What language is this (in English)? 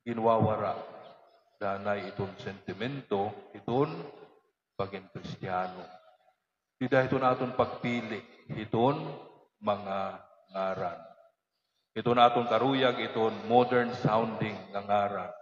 Waray